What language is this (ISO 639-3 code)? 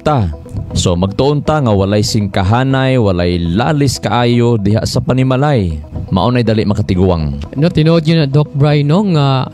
ceb